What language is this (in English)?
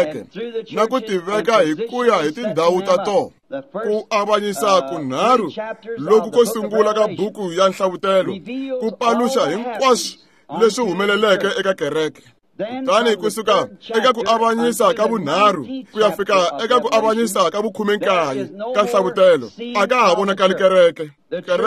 Tsonga